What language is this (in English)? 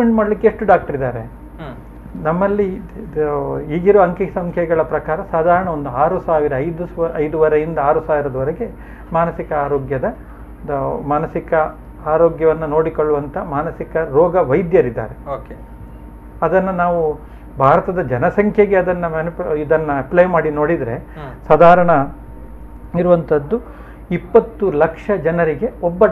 Kannada